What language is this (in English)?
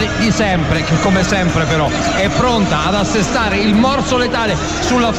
Italian